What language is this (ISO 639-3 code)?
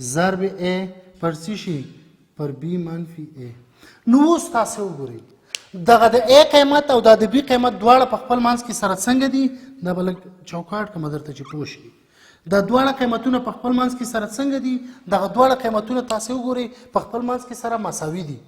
pus